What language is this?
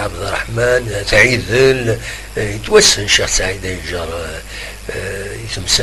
Kabyle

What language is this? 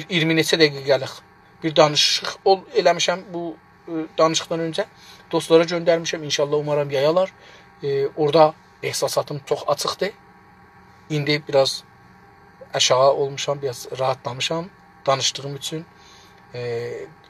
South Azerbaijani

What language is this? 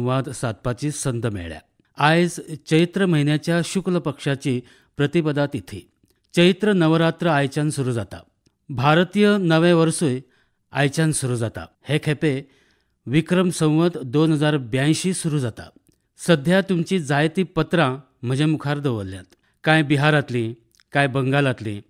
Konkani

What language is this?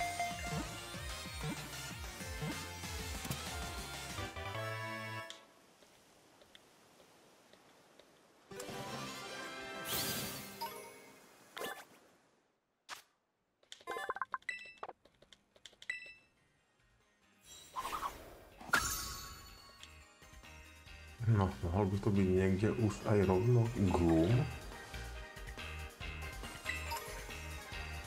Slovak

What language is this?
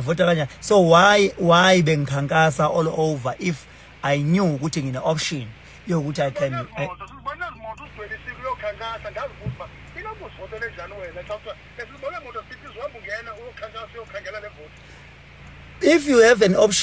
Zulu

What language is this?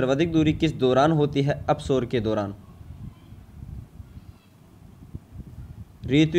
Hindi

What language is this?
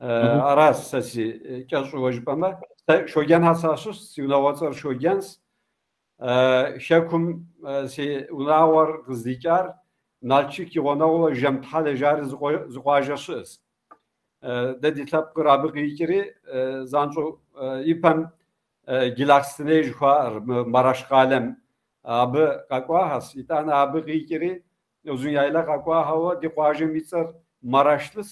Kabardian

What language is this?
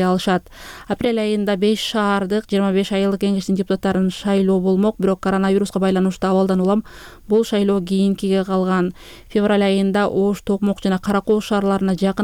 Kyrgyz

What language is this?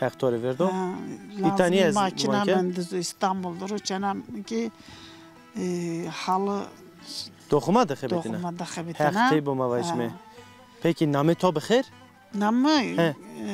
Zaza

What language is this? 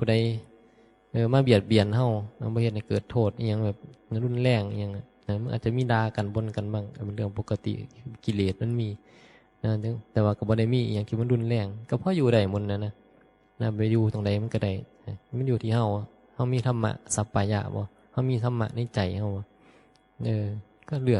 Northeastern Thai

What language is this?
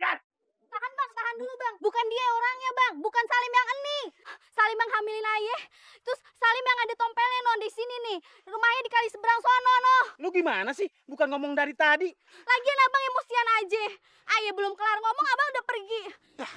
Betawi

